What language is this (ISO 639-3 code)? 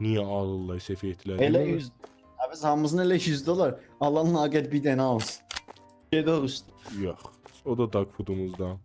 azb